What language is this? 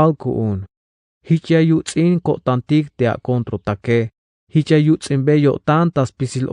Tzeltal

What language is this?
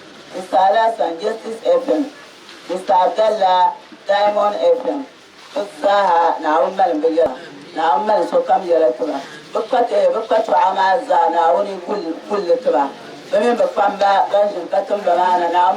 Dagbani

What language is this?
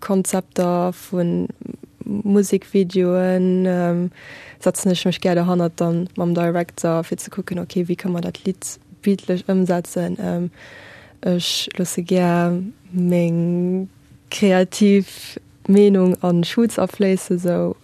Luxembourgish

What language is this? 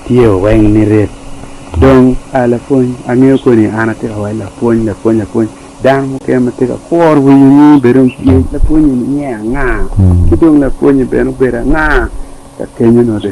Acoli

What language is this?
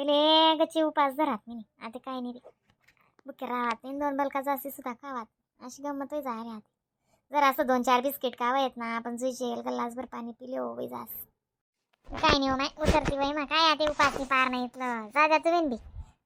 Khandesi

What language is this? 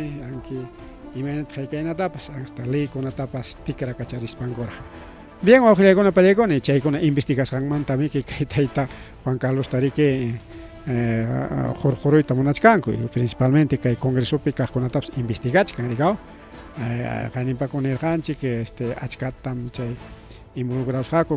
Ayacucho Quechua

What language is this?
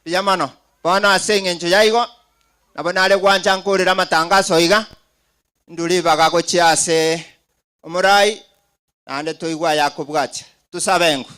Gusii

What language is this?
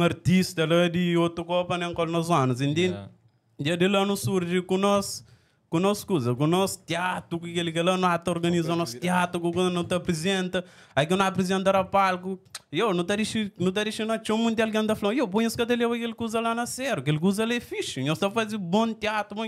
Kabuverdianu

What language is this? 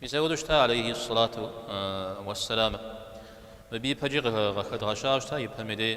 Kabardian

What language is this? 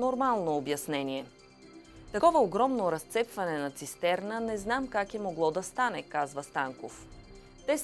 Bulgarian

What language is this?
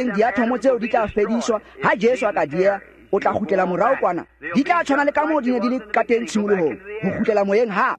Tswana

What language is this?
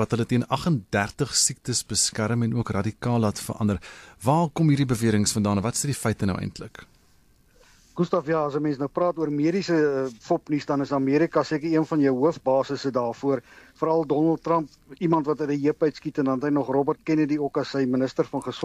Afrikaans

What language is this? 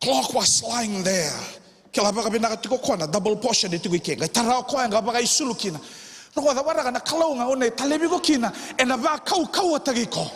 Fijian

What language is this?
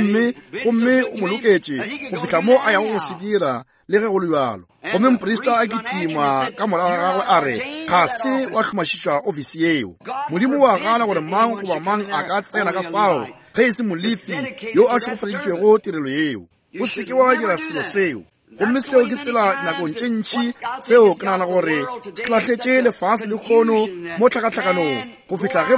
Northern Sotho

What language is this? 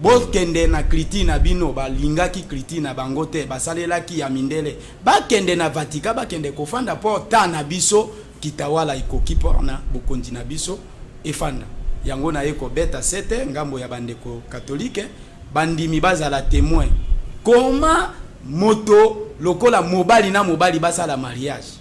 Lingala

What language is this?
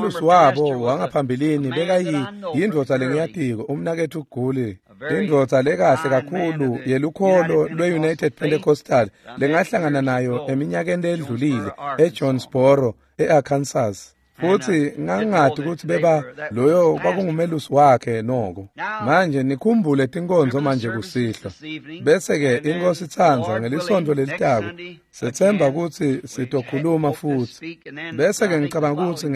Swati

